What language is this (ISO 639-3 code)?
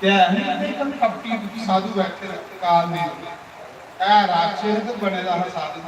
doi